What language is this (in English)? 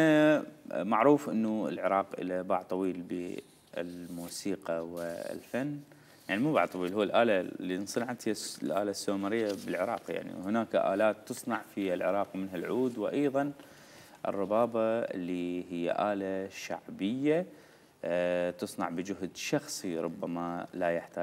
Mesopotamian Arabic